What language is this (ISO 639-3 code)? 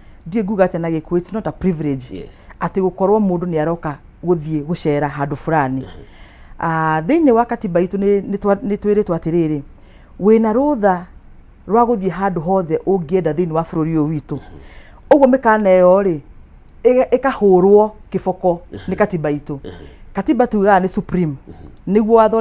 kik